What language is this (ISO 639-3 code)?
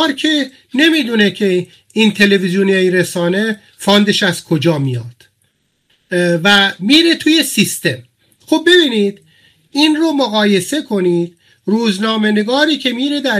fas